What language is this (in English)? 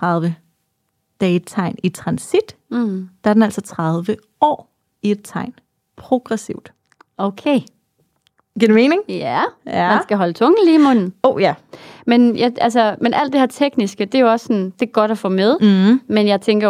Danish